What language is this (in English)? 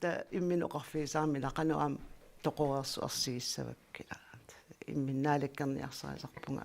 Kalaallisut